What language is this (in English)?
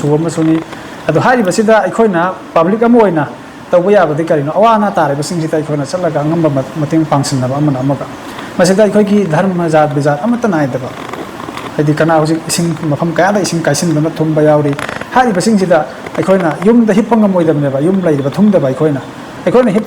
Manipuri